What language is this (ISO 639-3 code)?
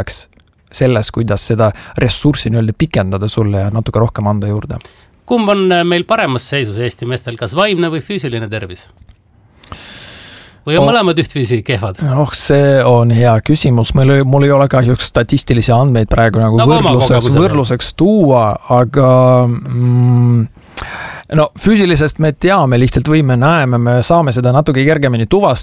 est